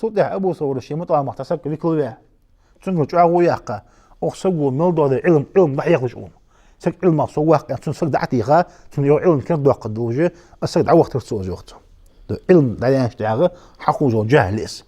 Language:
Ingush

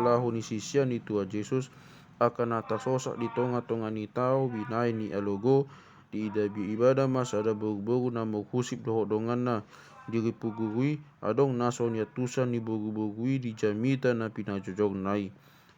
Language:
Batak Toba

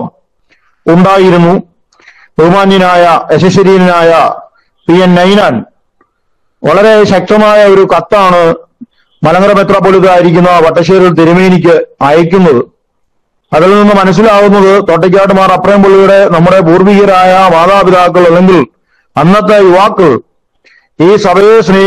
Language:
Malayalam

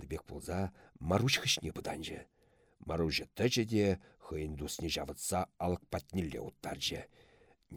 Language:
Chuvash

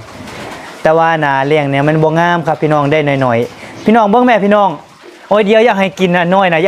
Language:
Northeastern Thai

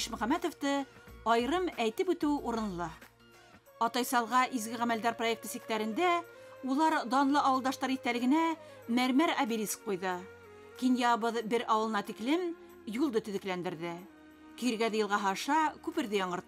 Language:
Bashkir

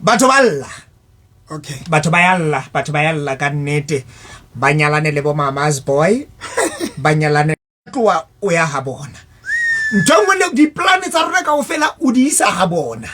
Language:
Southern Sotho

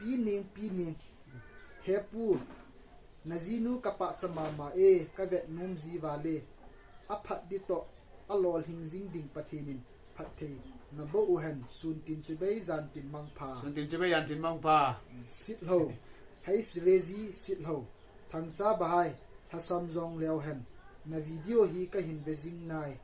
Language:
Thado Chin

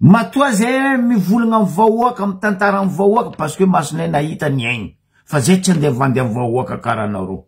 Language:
Malagasy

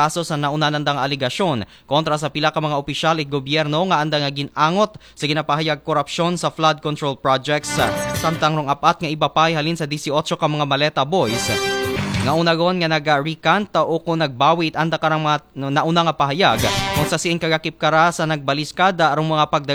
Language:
Aklanon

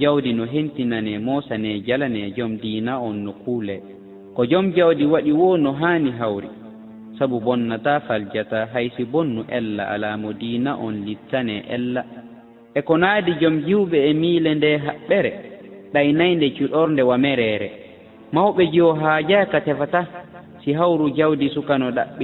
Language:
Fula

